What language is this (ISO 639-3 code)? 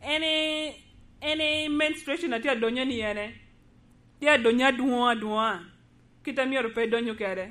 laj